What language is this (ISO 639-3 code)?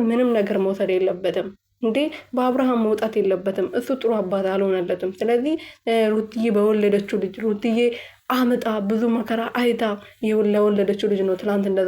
amh